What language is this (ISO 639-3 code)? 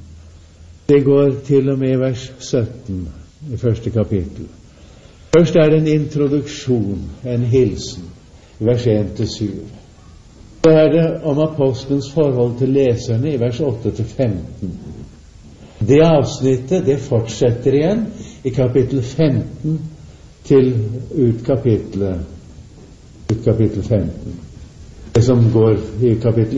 nor